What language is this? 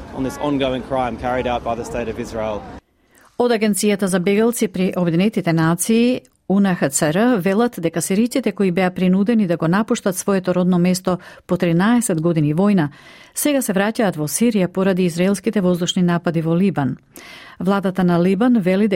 Macedonian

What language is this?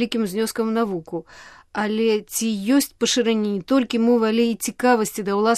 Belarusian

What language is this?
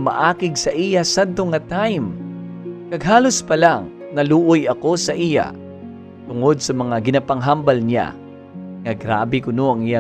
Hiligaynon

